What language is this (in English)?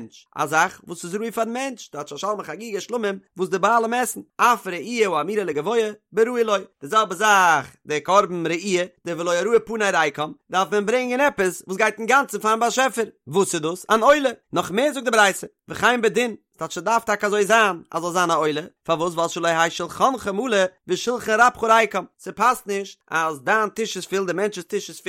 Yiddish